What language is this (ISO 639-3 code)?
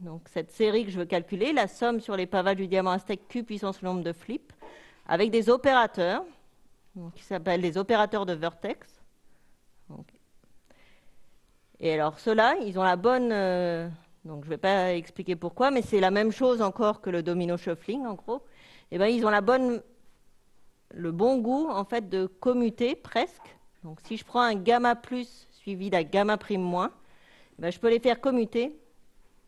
fra